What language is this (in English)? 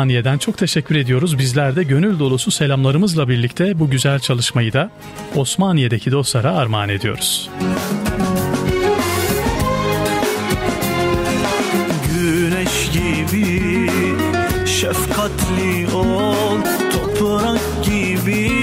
Turkish